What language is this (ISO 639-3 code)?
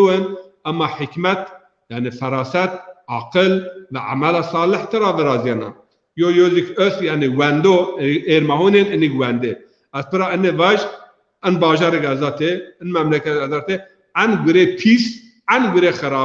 zza